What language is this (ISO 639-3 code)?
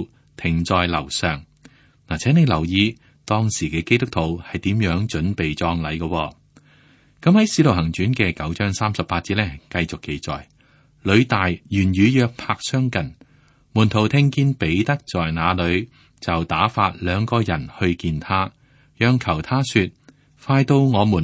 yue